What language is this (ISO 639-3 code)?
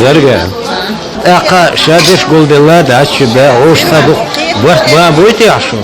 che